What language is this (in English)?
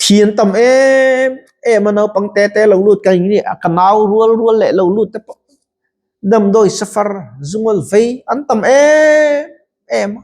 Mizo